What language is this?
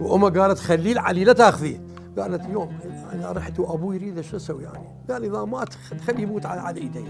Mesopotamian Arabic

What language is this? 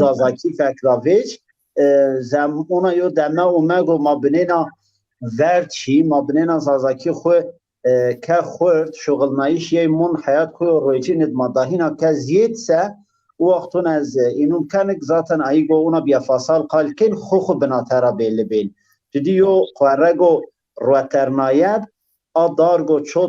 Zaza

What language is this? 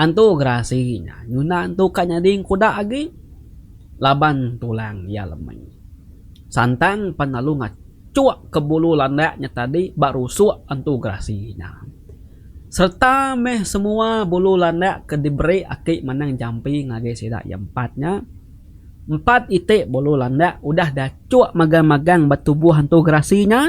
Iban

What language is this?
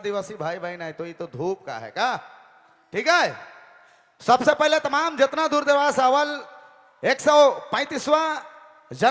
Sadri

